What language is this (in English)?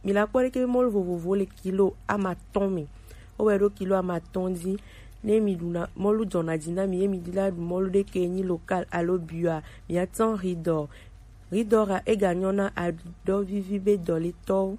Gen